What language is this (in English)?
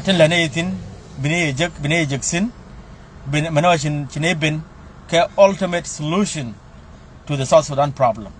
Nuer